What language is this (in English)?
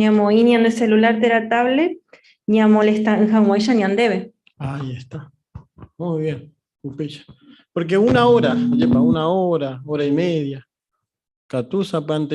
Guarani